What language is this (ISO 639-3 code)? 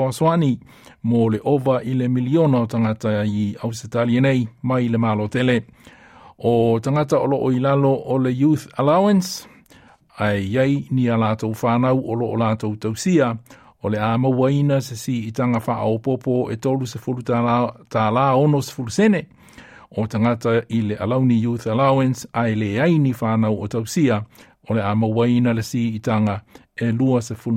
smo